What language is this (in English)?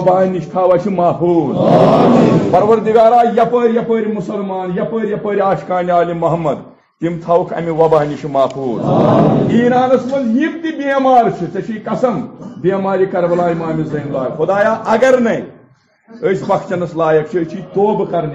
Kashmiri